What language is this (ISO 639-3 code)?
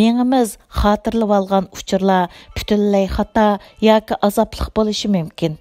uig